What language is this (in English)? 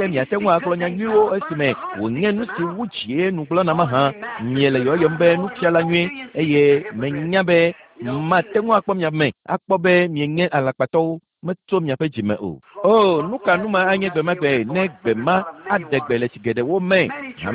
Ewe